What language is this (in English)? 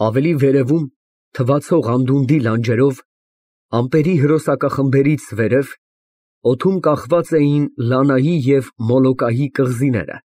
Armenian